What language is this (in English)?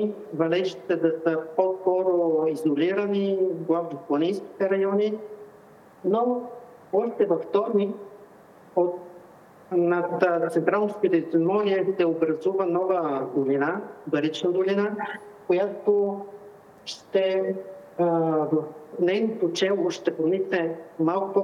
Bulgarian